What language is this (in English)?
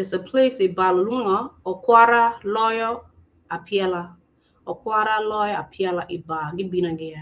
Acoli